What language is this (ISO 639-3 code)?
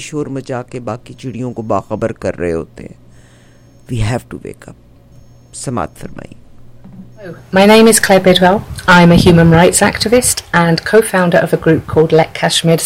urd